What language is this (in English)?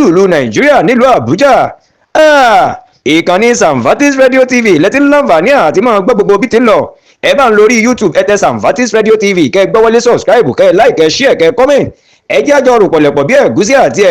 Yoruba